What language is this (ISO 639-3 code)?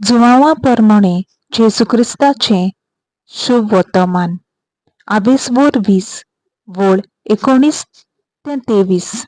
kok